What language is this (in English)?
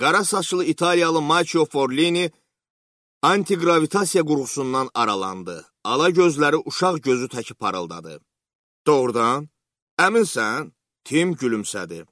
Azerbaijani